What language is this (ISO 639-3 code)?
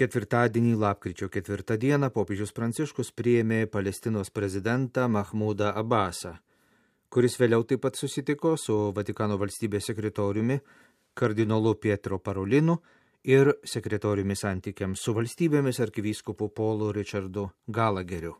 lit